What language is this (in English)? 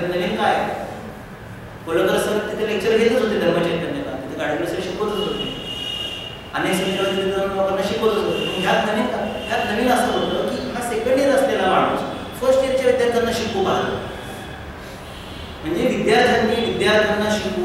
Marathi